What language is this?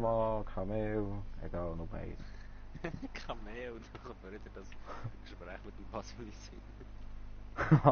Swiss German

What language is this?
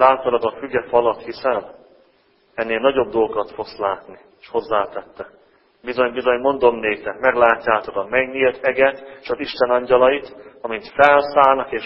Hungarian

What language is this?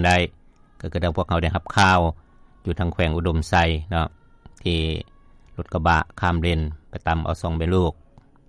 Lao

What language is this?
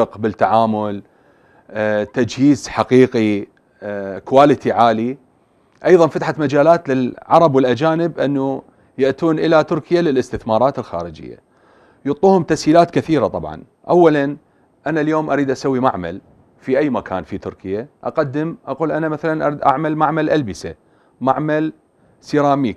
Mesopotamian Arabic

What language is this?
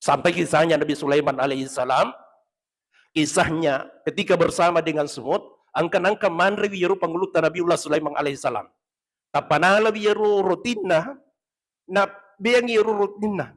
Buginese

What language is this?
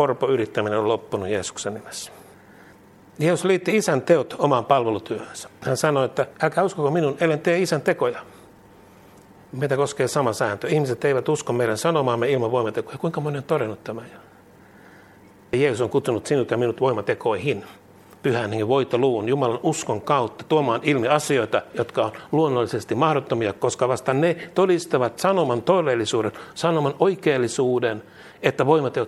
Finnish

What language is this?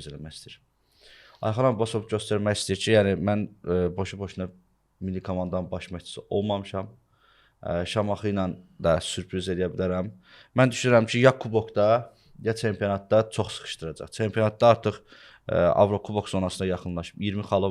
Azerbaijani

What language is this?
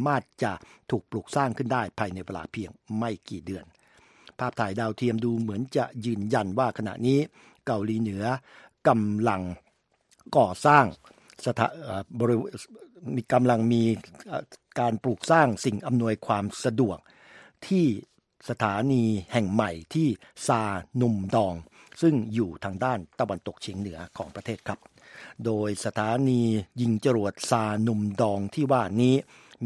Thai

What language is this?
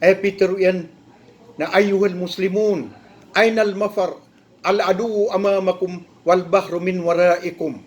Maranao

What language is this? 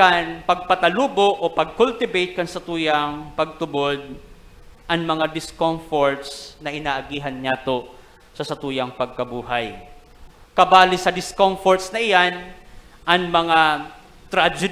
Bikol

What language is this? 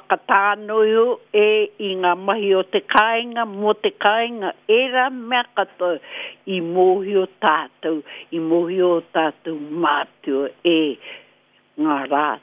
Māori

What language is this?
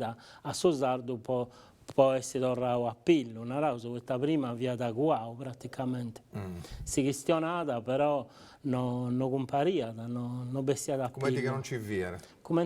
Sardinian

